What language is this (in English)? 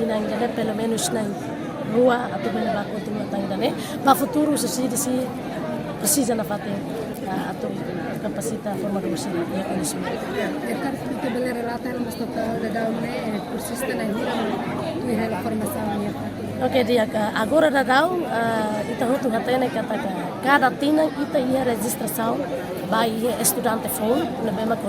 Tetum